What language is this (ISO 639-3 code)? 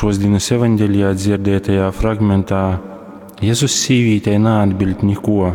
ltg